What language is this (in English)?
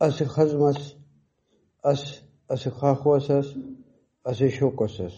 Brahui